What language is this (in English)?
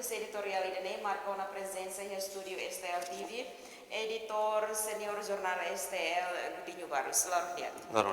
Tetum